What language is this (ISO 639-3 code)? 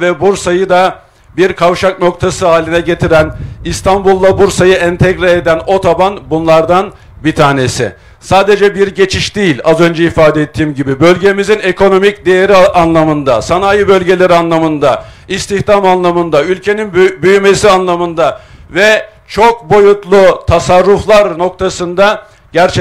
tur